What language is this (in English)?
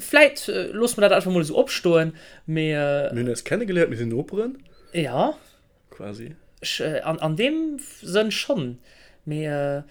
Luxembourgish